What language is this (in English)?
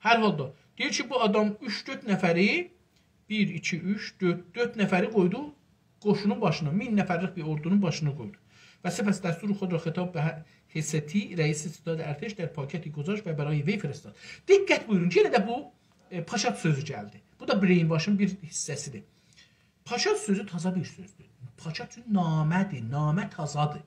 South Azerbaijani